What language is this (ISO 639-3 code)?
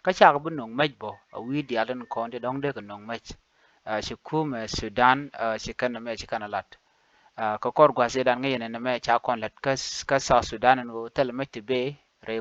nus